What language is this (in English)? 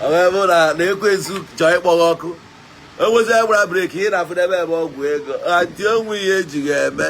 Igbo